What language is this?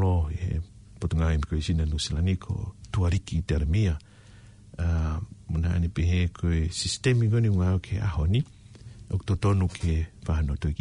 Tongan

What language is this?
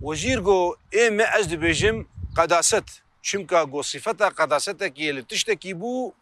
Kurdish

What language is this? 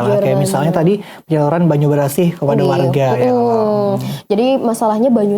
Banjar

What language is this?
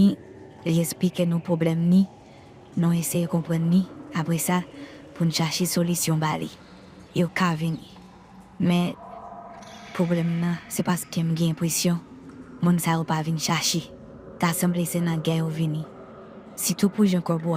Haitian Creole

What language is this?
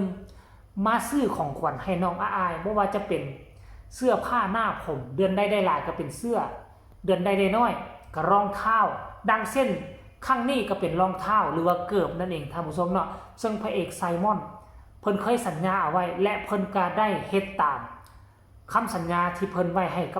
Northeastern Thai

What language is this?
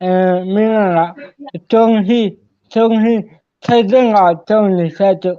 Hmar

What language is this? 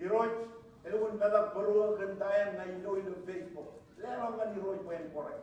Marshallese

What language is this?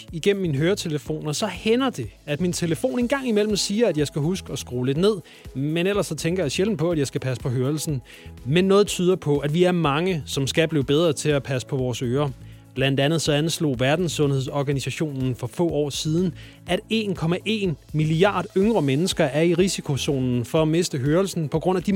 Danish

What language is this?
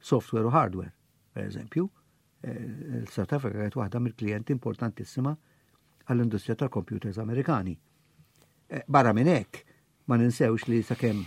Maltese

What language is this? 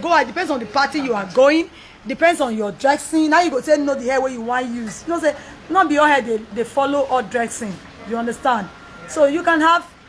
Nigerian Pidgin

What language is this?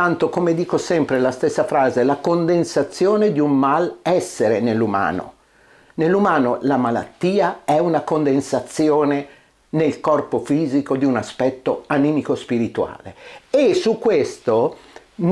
Italian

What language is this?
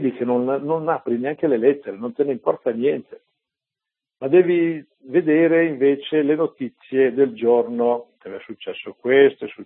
Italian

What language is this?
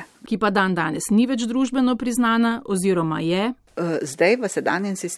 Slovenian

